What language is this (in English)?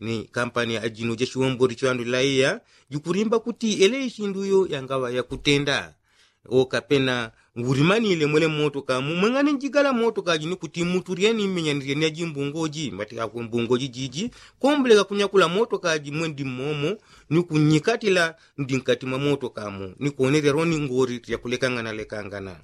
Yao